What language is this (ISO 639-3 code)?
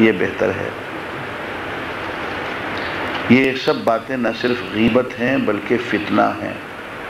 urd